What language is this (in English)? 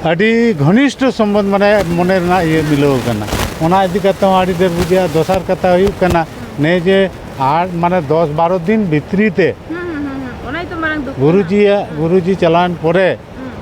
Santali